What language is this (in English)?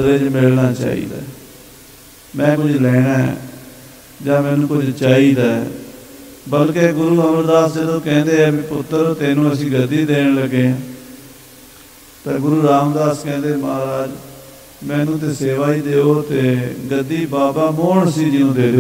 Punjabi